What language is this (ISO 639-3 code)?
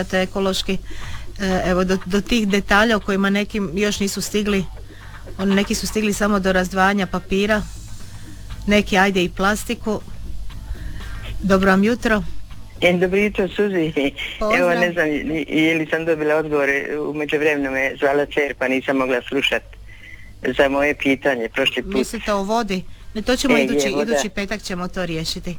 hrv